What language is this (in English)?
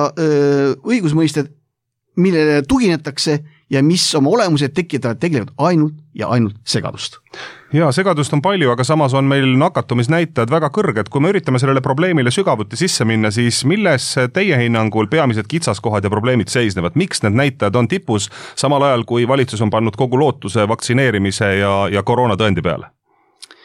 Estonian